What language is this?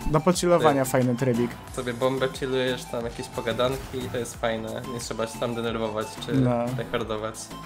Polish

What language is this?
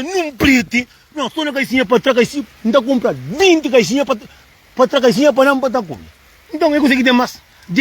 Kabuverdianu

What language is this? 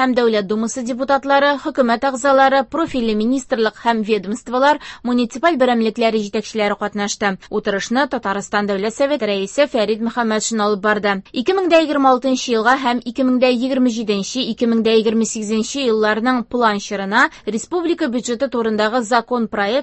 Tatar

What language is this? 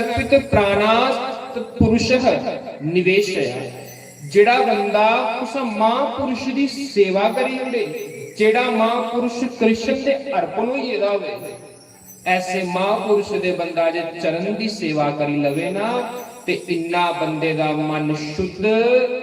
Dogri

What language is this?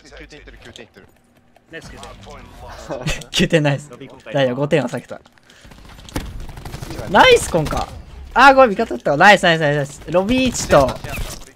Japanese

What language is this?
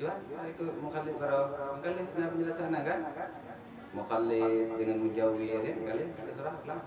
Achinese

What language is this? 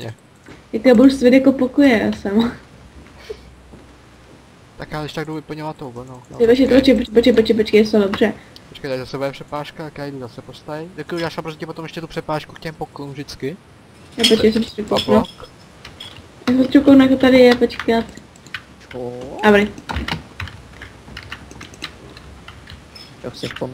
Czech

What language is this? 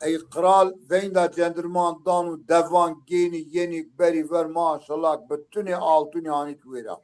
Zaza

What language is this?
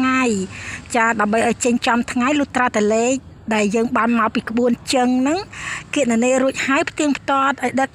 Khmer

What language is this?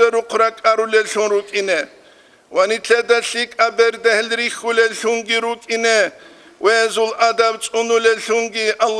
Avaric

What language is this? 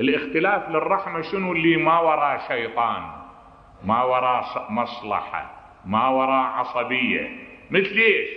Mesopotamian Arabic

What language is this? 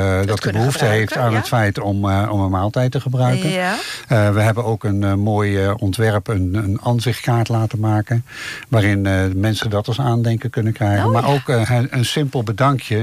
Dutch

